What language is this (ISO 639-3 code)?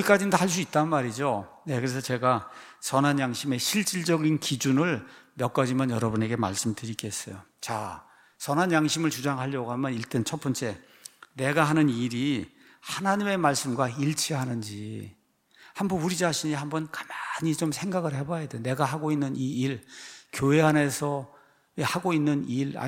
kor